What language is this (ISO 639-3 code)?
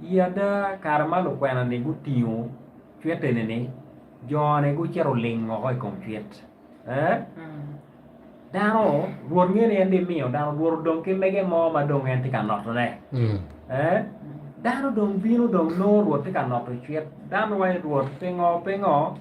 ach